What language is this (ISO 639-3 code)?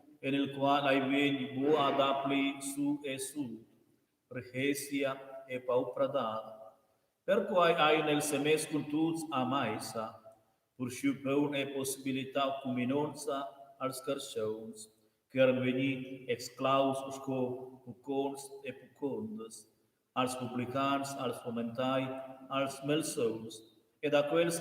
roh